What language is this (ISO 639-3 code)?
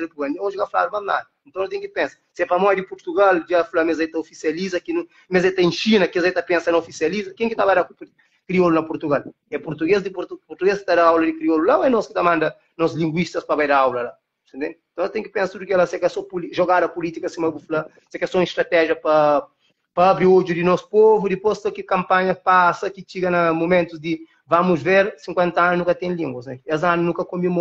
kea